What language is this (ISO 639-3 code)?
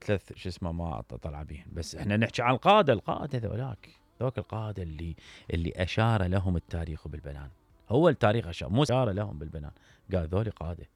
acm